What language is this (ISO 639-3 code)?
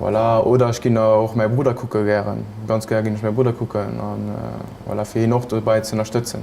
ltz